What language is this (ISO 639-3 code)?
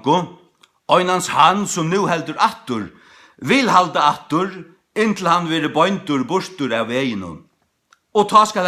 fao